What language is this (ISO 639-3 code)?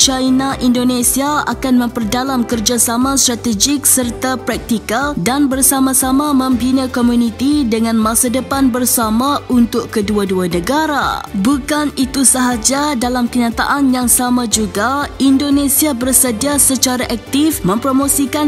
msa